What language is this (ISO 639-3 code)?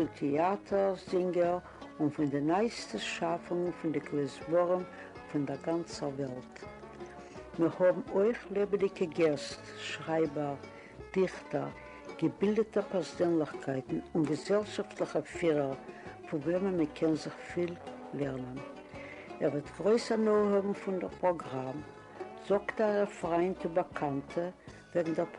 yid